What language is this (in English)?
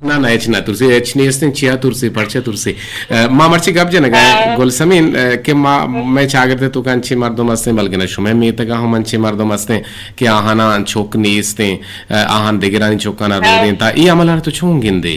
Eastern Balochi